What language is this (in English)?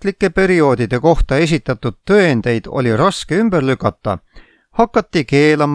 Estonian